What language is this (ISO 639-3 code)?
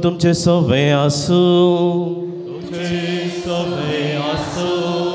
kok